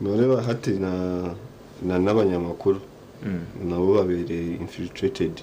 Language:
Nyankole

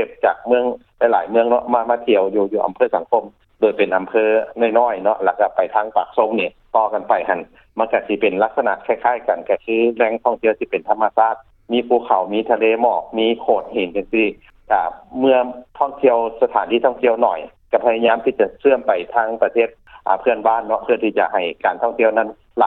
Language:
Lao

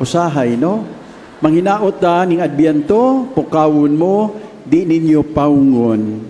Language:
Cebuano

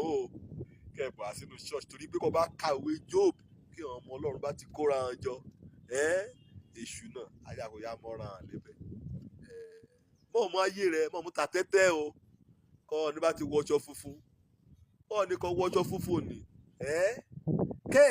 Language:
Yoruba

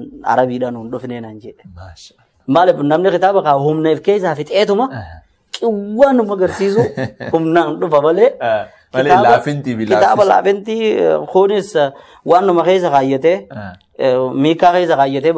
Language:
Oromo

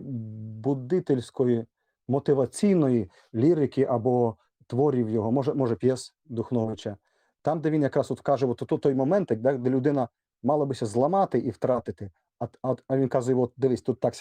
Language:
Rusyn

